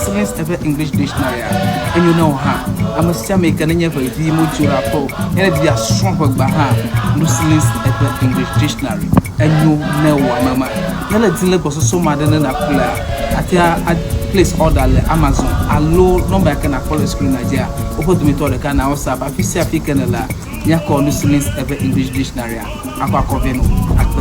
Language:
Ewe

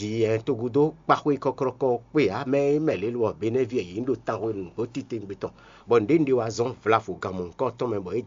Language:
Fon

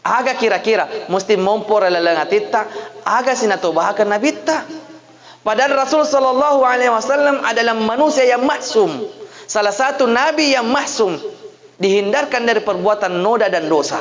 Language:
Buginese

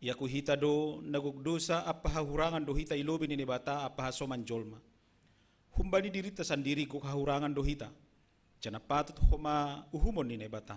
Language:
Batak Simalungun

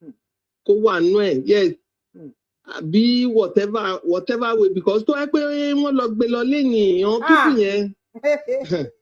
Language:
Yoruba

